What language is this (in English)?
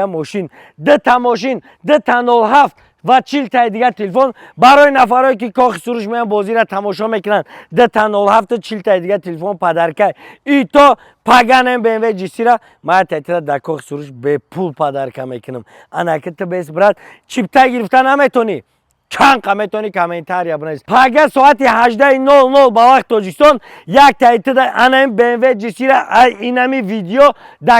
Tajik